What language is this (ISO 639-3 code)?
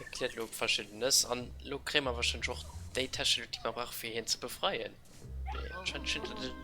ltz